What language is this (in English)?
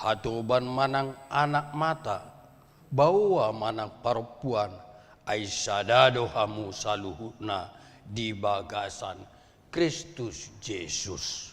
Batak Toba